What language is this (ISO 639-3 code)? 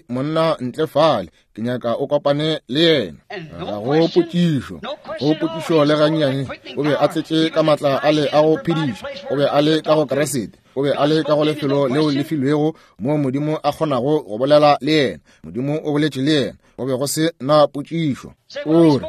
nso